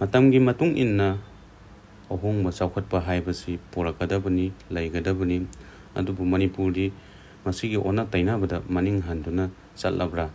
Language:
Manipuri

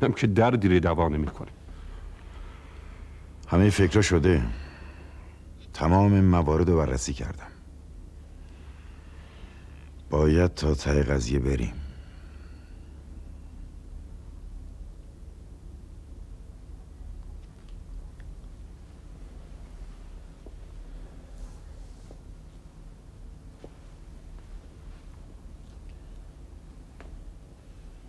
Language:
Persian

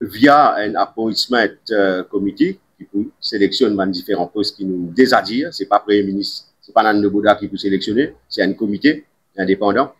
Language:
Morisyen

